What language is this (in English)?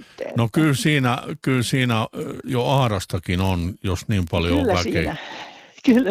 Finnish